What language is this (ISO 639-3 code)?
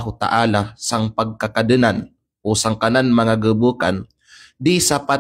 kqe